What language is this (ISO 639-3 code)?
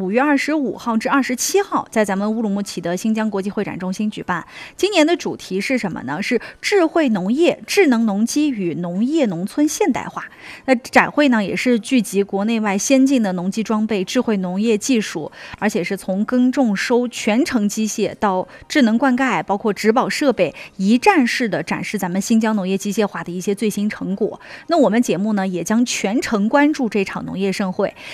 zho